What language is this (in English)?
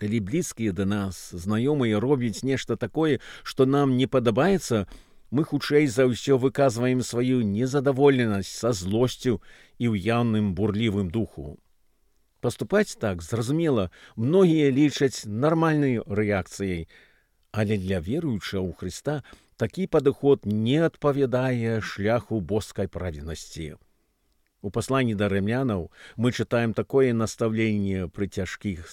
Belarusian